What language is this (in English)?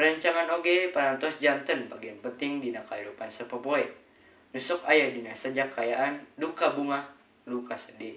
Sundanese